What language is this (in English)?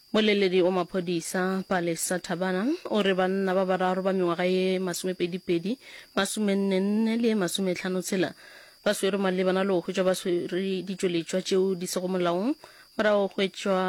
Northern Sotho